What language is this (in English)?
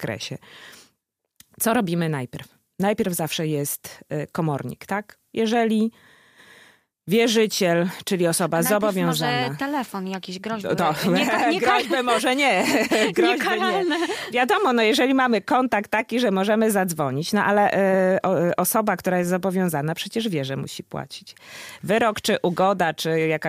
Polish